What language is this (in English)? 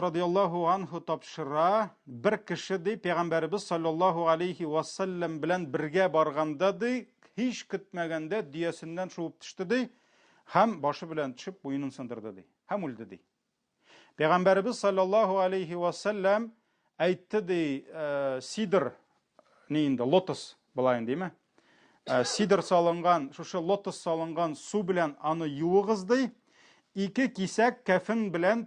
Tatar